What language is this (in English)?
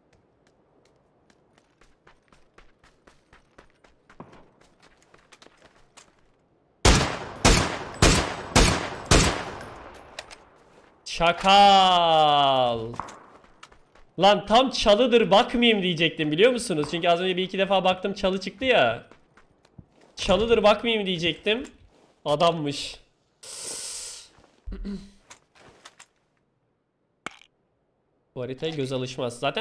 Turkish